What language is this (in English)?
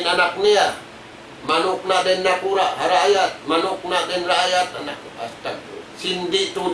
Tausug